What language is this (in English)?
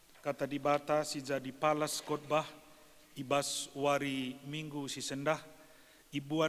Batak Karo